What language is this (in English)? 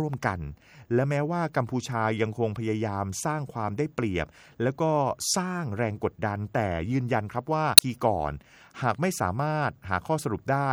Thai